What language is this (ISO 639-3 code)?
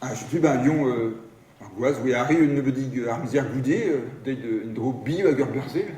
bre